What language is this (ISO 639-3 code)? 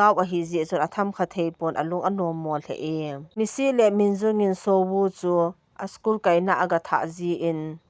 tcz